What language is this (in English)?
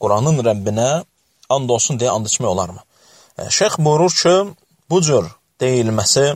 Azerbaijani